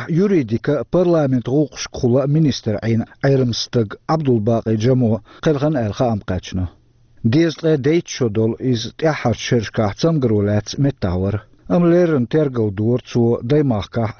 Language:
Chechen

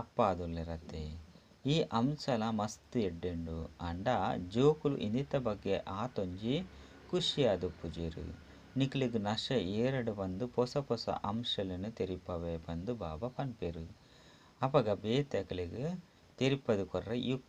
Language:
Tulu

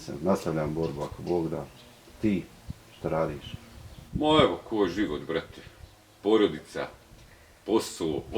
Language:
Bosnian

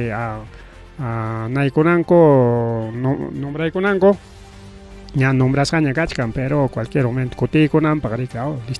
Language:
Ayacucho Quechua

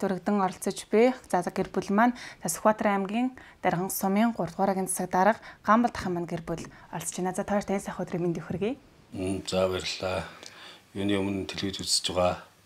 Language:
Mongolian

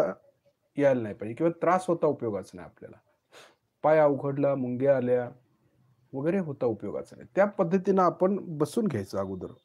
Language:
Marathi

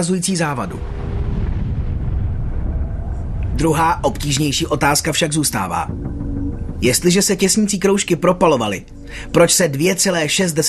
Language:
Czech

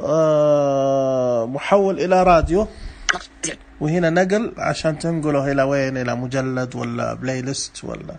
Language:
Najdi Arabic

